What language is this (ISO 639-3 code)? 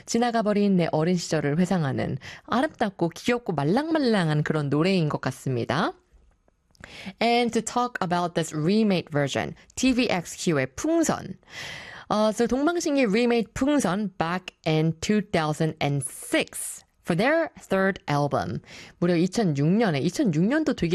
kor